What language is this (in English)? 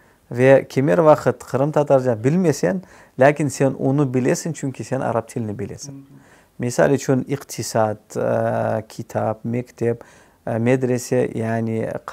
Crimean Tatar